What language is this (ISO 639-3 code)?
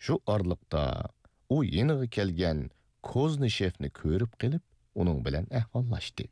uig